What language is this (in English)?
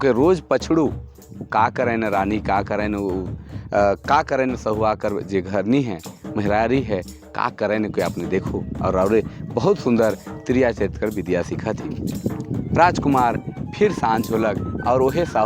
Sadri